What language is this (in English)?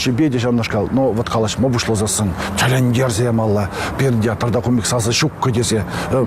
Chuvash